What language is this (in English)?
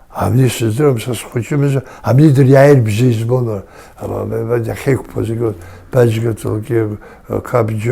Abkhazian